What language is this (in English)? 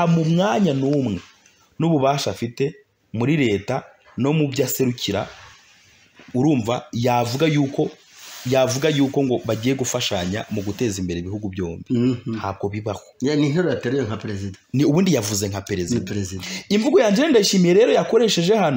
Kinyarwanda